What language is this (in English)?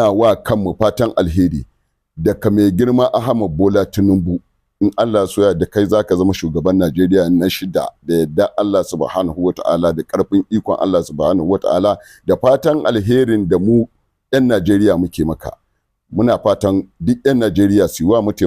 Hausa